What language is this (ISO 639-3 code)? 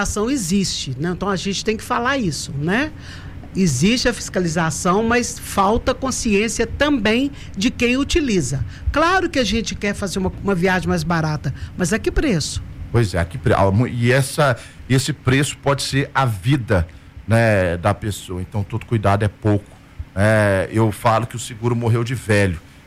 por